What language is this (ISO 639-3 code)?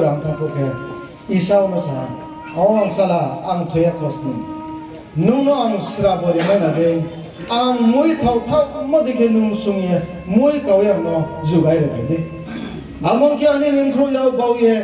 ria